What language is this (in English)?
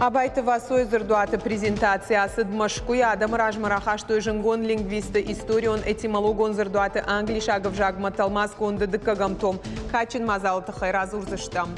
Ossetic